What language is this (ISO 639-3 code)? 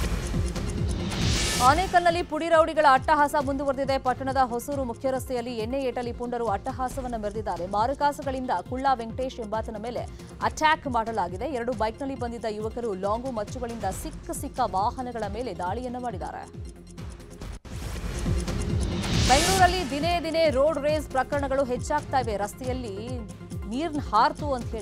kan